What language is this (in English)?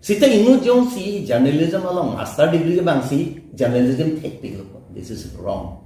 Karbi